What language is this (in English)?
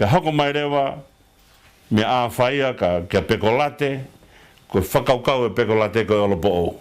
Tongan